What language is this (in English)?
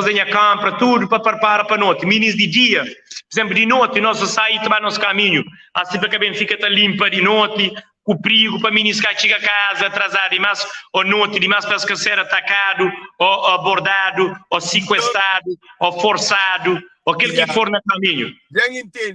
Kabuverdianu